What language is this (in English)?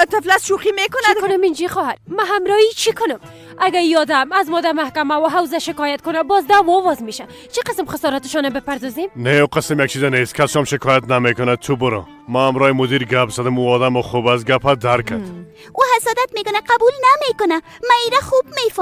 Persian